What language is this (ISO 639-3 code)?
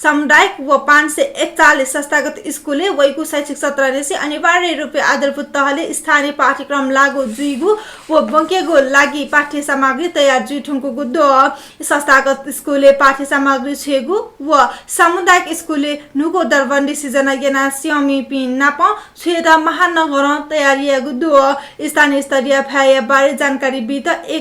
new